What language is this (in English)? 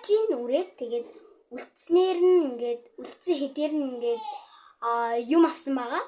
Mongolian